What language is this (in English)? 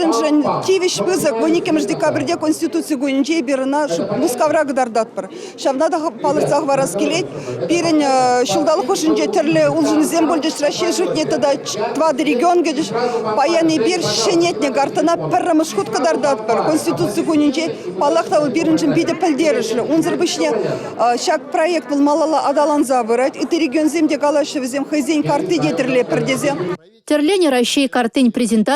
Chuvash